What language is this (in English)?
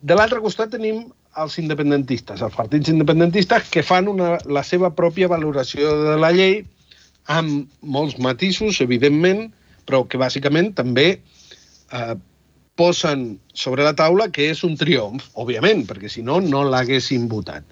Catalan